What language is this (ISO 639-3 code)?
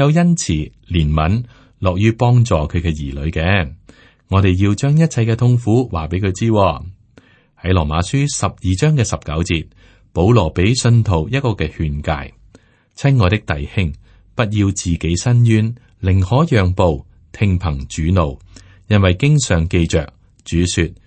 yue